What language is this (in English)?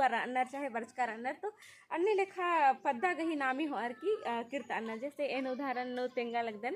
Kurukh